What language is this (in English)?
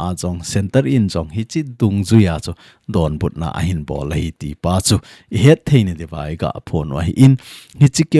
Thado Chin